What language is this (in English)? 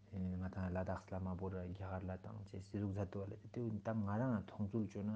Ladakhi